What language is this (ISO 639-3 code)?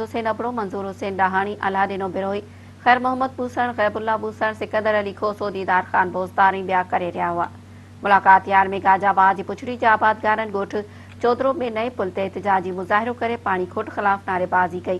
snd